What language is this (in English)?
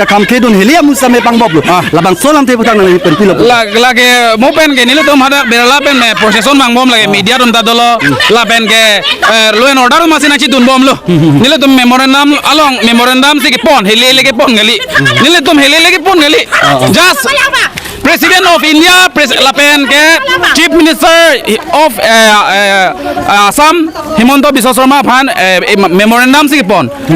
Karbi